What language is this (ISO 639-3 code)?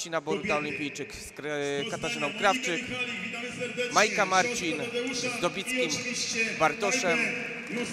pol